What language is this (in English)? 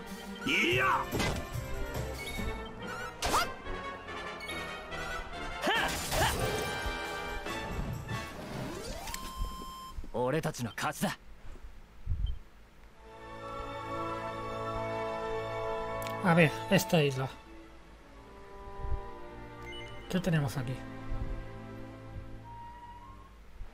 Spanish